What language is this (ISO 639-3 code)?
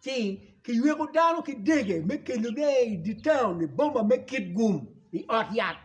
ach